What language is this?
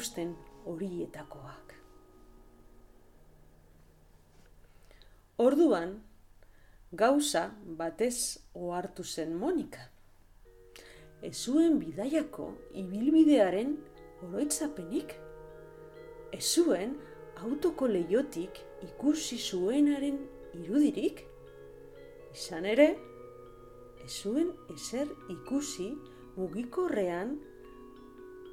Basque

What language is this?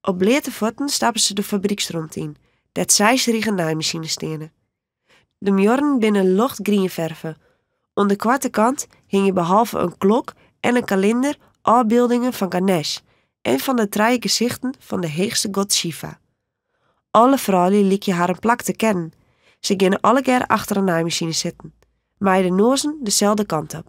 Western Frisian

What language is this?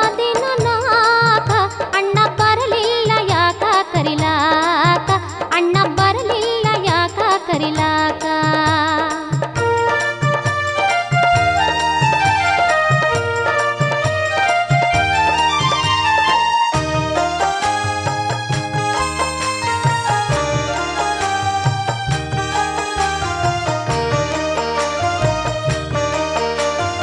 Kannada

